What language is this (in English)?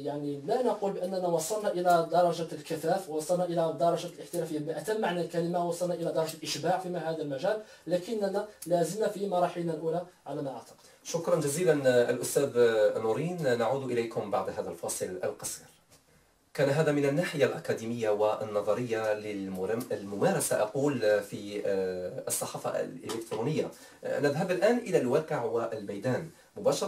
Arabic